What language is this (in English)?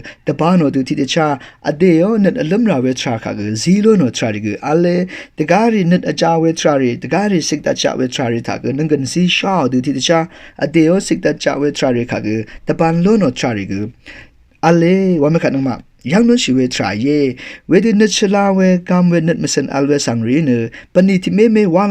Rawang